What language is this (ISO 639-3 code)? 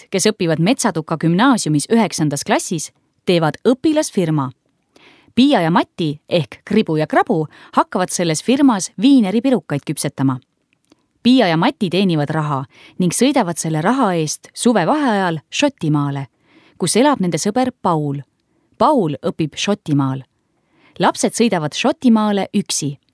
est